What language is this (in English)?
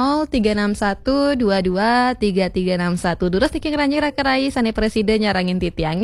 Balinese